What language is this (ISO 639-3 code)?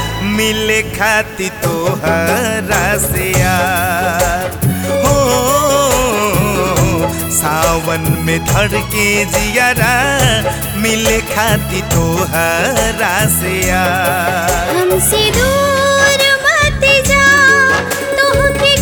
bho